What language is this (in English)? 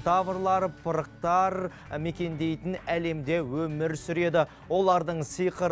Kazakh